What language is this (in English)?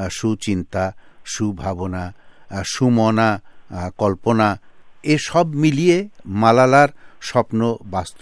Bangla